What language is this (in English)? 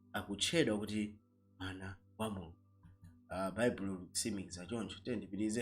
Nyanja